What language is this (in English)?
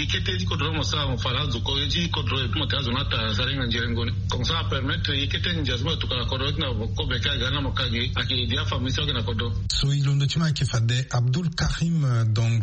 Sango